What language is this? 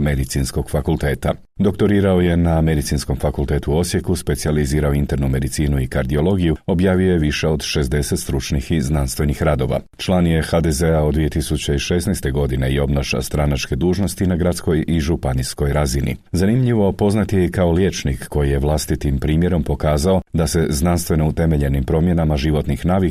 Croatian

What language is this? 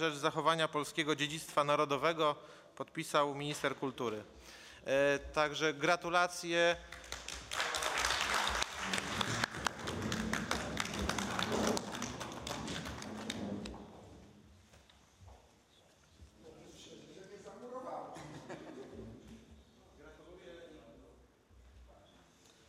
Polish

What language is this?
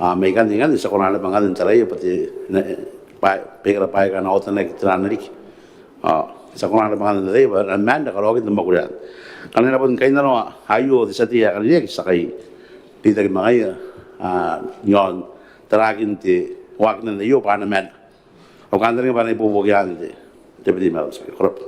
Gilbertese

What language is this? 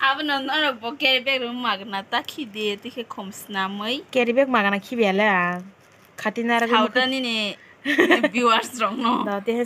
Kok Borok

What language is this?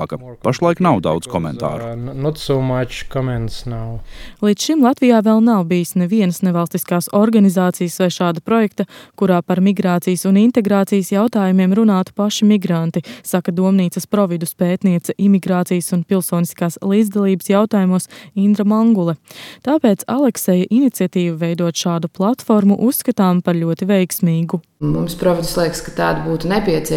Latvian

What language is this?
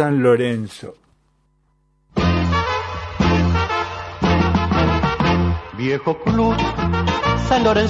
Spanish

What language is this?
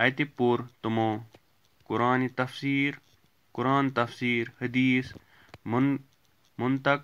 Kashmiri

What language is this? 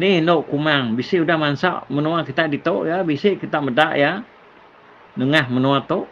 Iban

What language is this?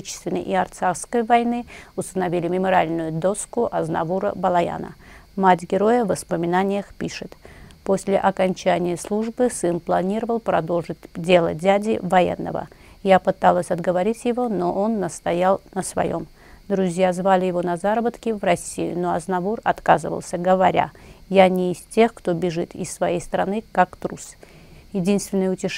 Russian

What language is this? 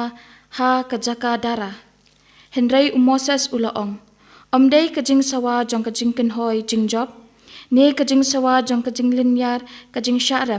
Khasi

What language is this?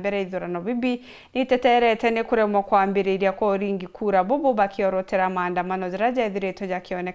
Meru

